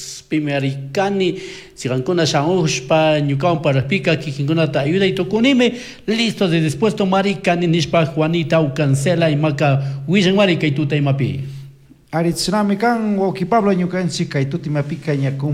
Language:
Chimborazo Highland Quichua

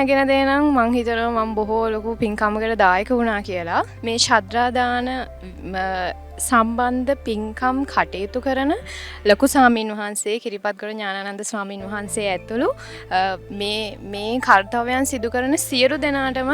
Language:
Sinhala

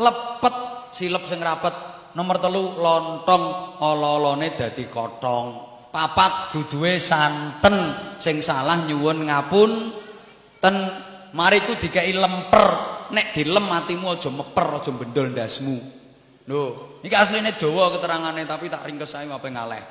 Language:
Javanese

